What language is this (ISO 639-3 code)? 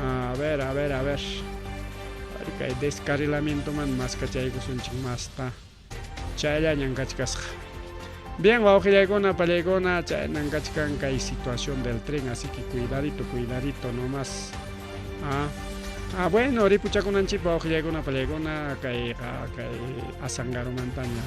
quy